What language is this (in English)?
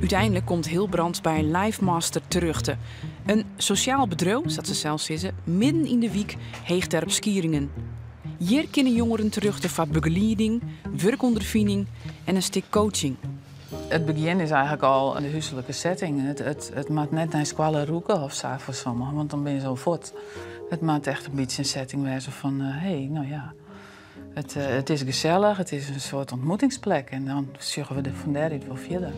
Western Frisian